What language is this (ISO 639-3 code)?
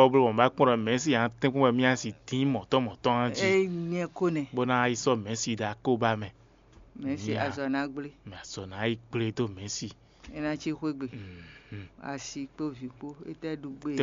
fon